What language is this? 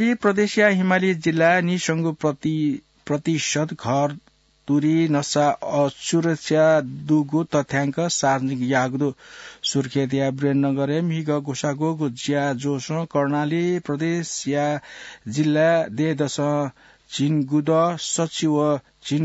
Newari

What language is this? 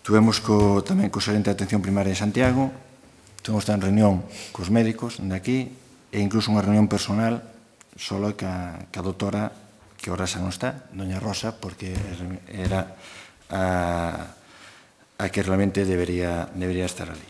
Galician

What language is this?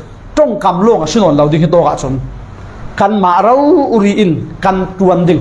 Falam Chin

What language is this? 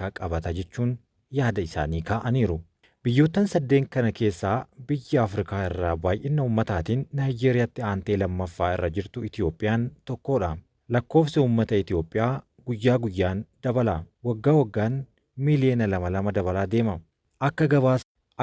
Oromo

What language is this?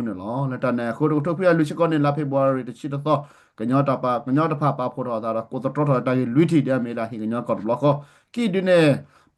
S'gaw Karen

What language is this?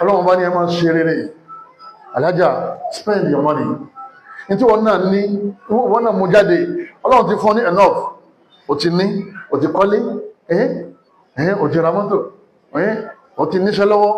Yoruba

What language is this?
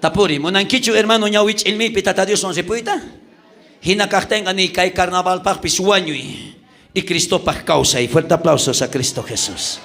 South Bolivian Quechua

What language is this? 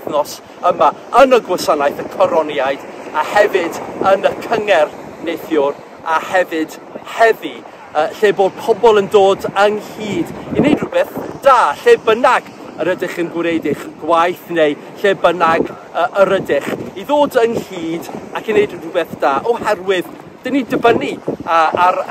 Welsh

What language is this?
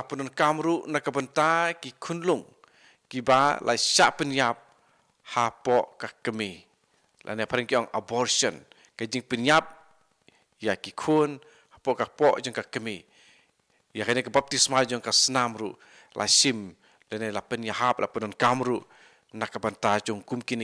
Khasi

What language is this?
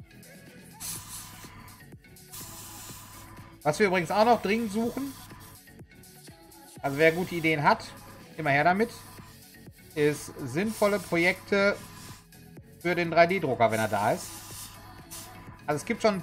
German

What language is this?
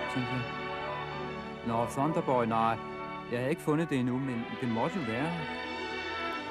Danish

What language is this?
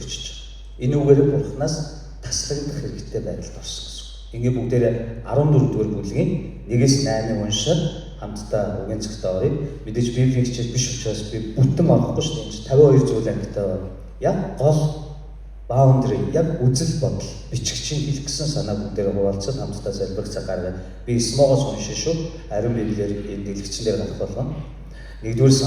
Mongolian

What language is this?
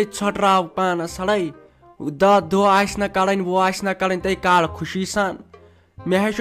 Kashmiri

